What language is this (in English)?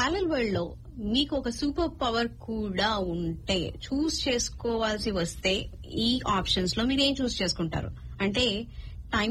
Telugu